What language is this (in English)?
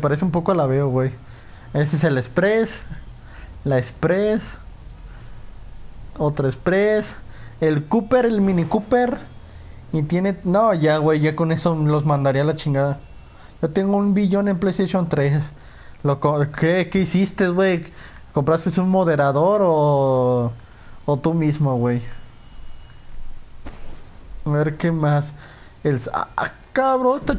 Spanish